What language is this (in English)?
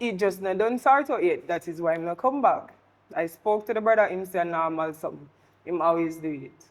Jamaican Creole English